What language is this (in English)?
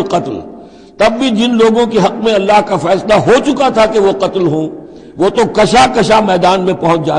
Urdu